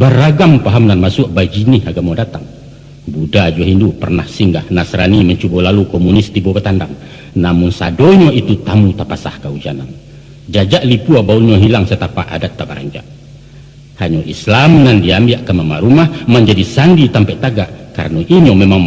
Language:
Minangkabau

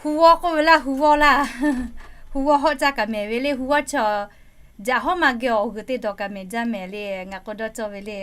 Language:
Lahu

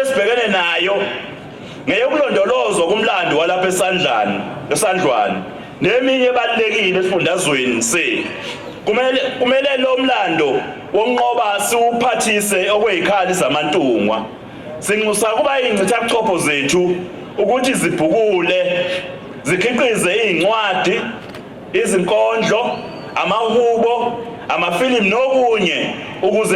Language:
Zulu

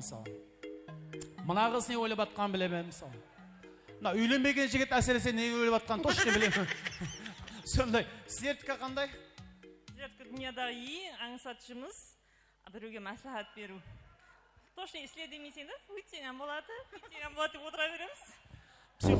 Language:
Kara-Kalpak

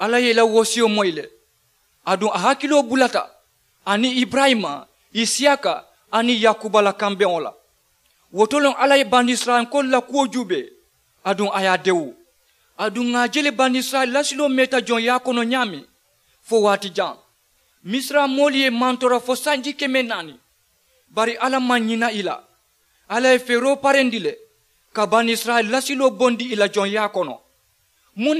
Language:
Mandingo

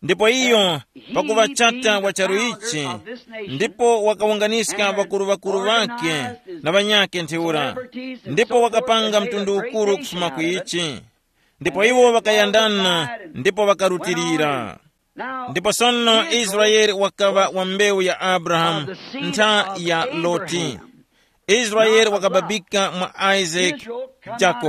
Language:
Tumbuka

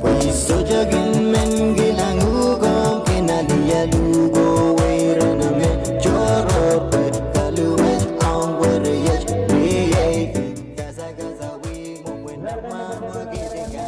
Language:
Pohnpeian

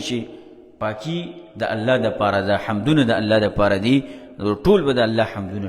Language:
Pashto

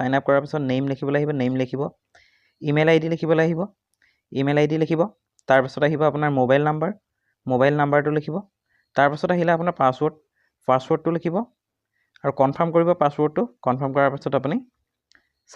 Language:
Assamese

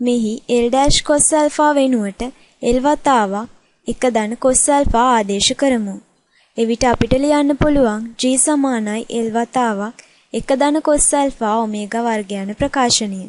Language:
Sinhala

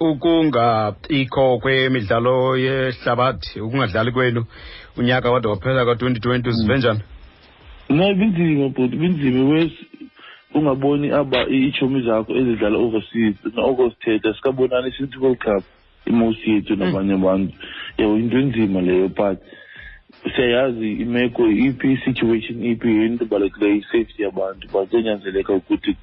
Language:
Xhosa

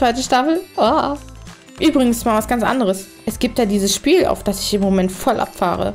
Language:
German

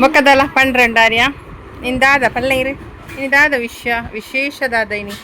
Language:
Tulu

